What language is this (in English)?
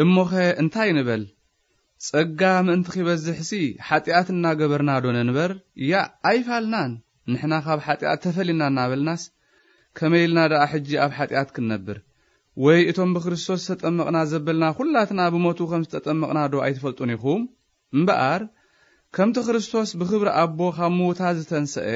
Tigrinya